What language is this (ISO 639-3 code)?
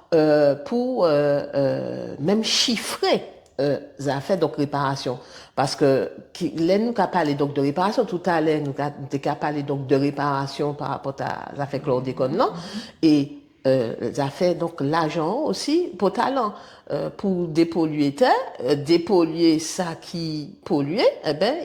gcf